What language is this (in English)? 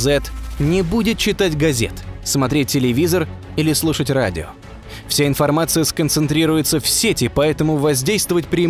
Russian